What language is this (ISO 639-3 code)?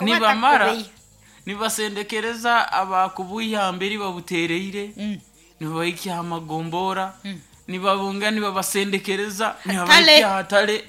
nyn